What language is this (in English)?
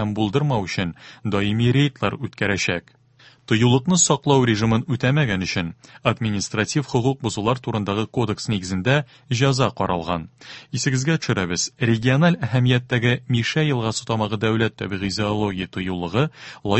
Tatar